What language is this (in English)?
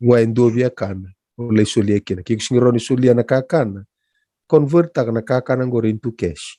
Fijian